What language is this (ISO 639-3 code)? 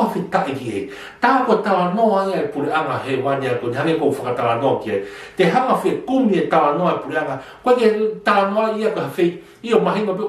ton